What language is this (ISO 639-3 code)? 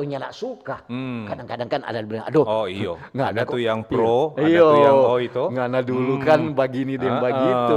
xmm